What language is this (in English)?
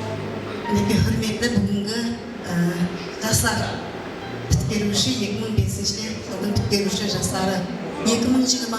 Kara-Kalpak